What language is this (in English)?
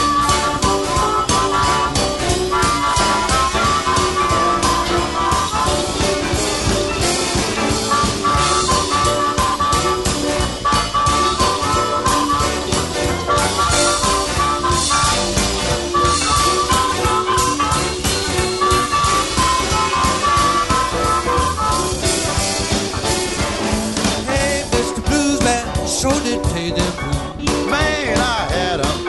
English